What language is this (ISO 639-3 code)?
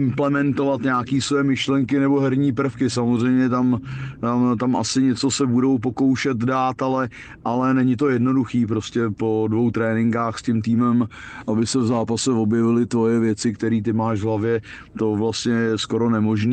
ces